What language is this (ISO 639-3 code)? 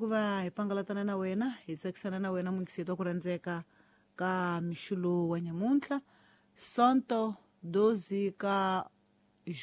tso